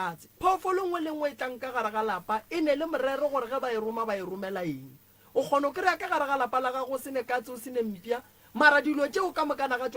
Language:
Northern Sotho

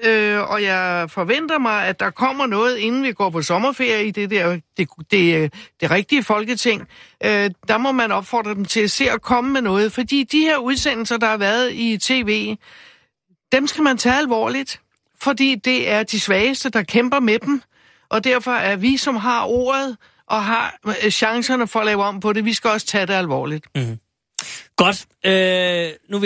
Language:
Danish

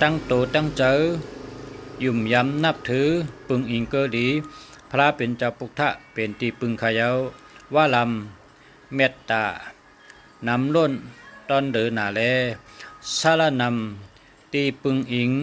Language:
Shan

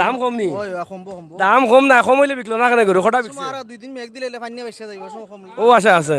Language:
Sylheti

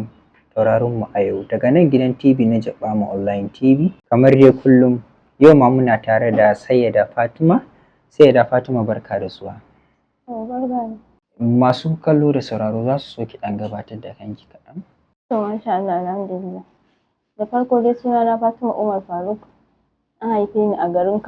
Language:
Hausa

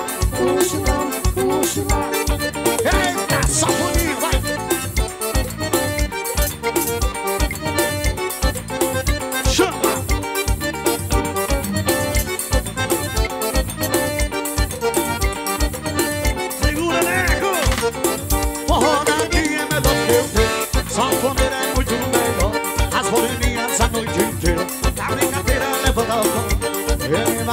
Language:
Portuguese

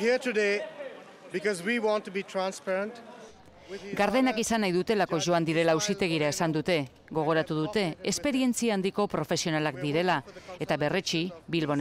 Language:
Basque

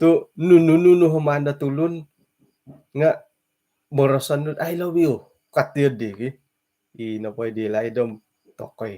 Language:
Central Dusun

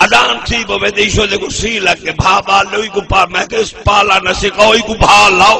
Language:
Saraiki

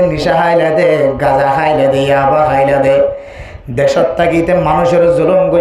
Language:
Rohingya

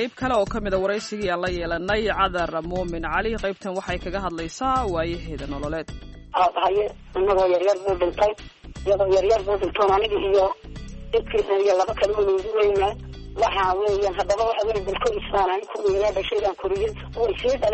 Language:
Somali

